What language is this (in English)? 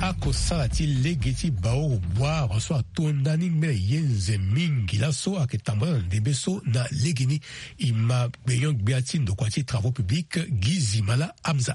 Sango